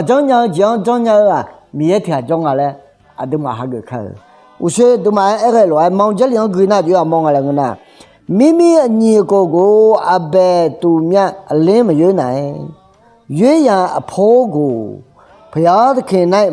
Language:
Akha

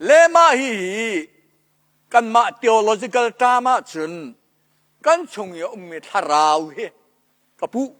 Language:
Hakha Chin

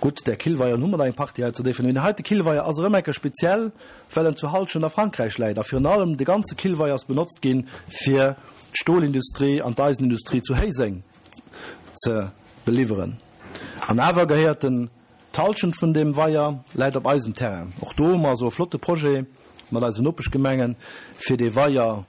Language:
Luxembourgish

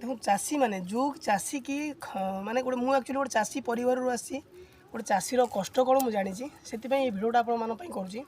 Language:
Odia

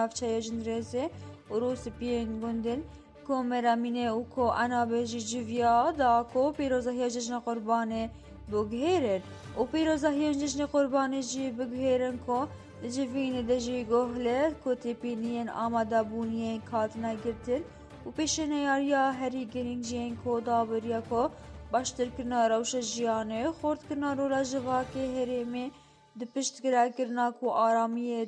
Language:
Kurdish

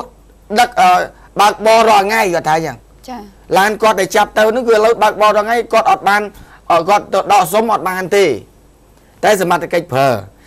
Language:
Khmer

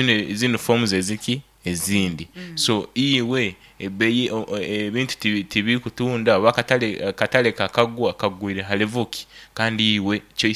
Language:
Nyankole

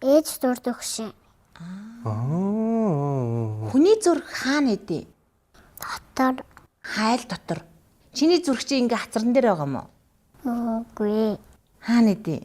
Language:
Mongolian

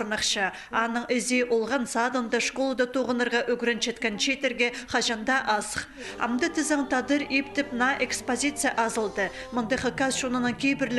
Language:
Khakas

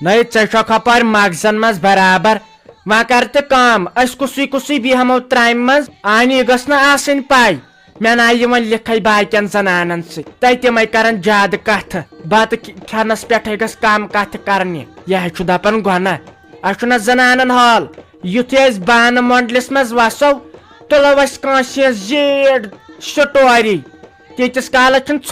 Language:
Kashmiri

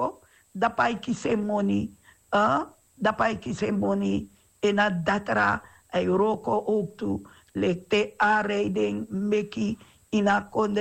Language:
Sranan Tongo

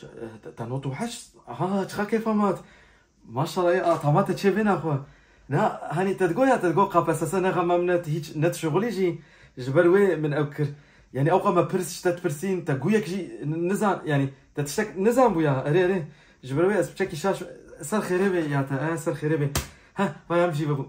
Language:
Kurdish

